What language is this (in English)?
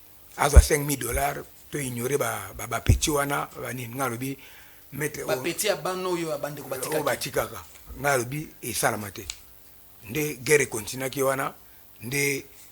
Lingala